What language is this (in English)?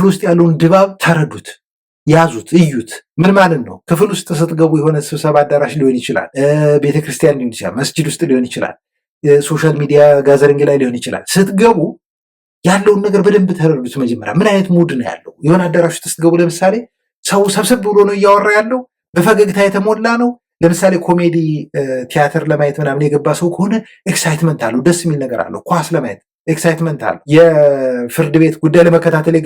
Amharic